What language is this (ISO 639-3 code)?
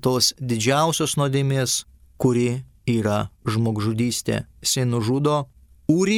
lit